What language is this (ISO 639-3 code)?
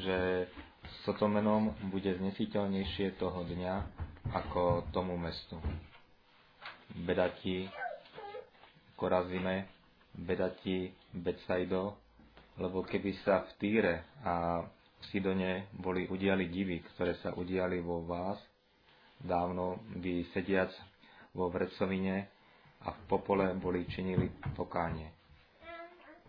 slk